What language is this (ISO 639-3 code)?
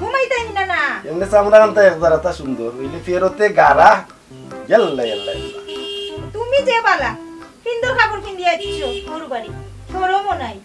syl